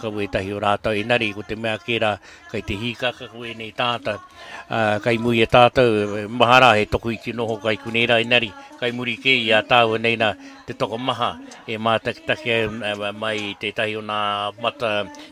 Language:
Māori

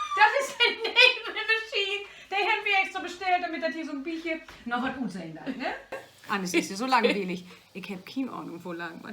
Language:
Low German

